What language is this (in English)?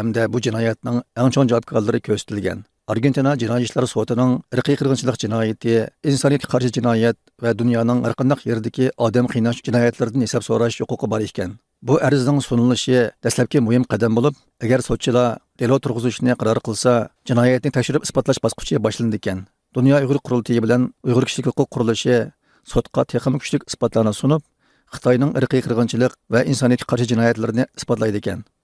Uyghur